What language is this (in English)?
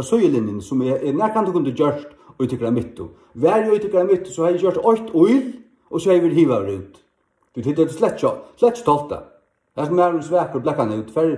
Faroese